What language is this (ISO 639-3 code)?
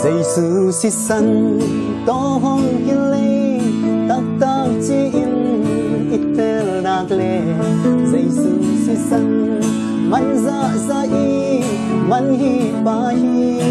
ctd